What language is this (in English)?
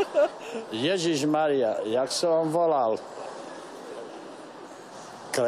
Slovak